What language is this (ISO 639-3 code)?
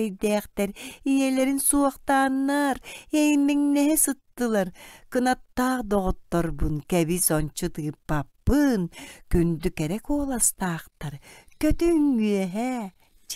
sah